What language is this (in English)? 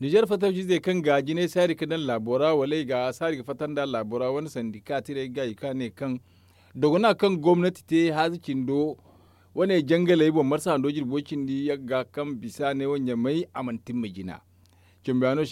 Zarma